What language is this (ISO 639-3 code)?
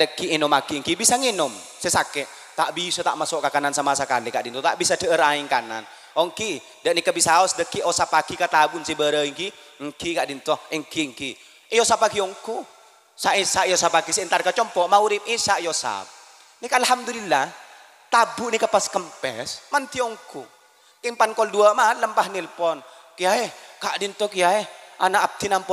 mad